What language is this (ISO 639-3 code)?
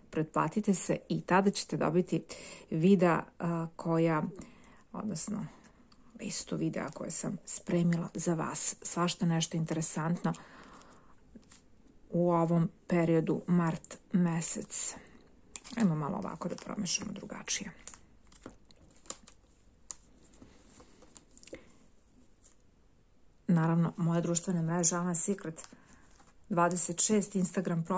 srp